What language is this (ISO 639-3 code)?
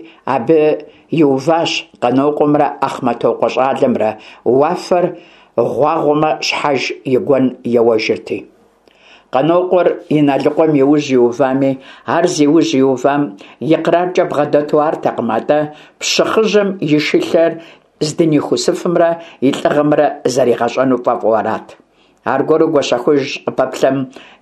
kbd